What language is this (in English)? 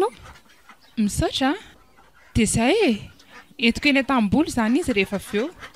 Malagasy